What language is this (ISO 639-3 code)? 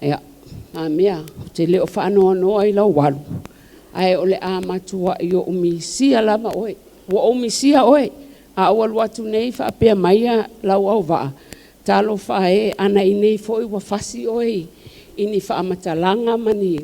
smo